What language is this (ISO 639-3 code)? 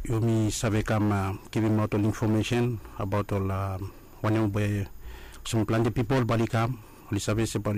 bis